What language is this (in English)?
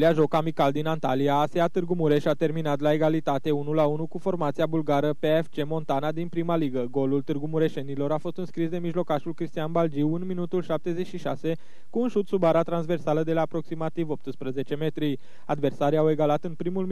Romanian